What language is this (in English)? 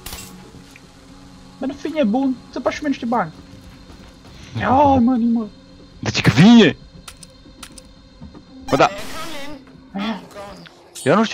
Romanian